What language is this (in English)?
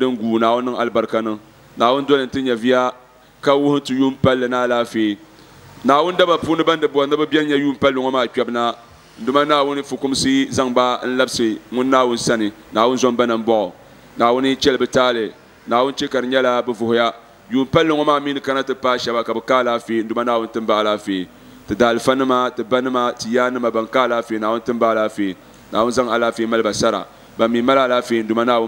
Dagbani